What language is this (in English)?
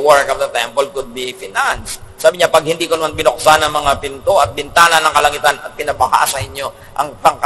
Filipino